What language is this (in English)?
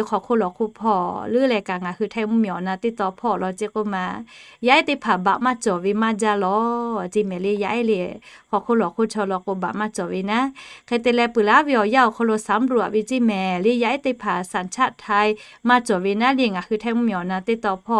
Lahu